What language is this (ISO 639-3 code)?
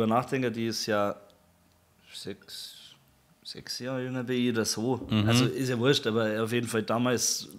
bar